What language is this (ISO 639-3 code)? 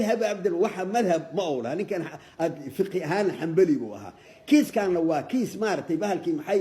som